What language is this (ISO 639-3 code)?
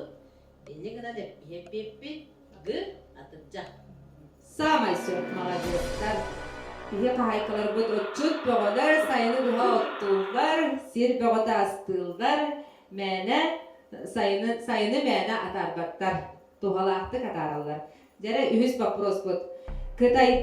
sah